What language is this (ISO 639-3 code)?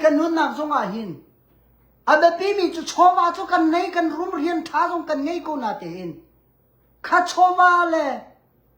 cnh